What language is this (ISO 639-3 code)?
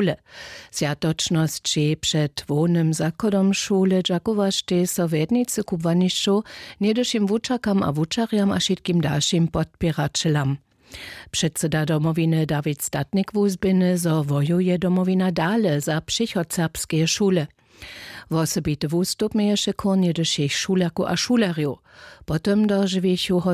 hsb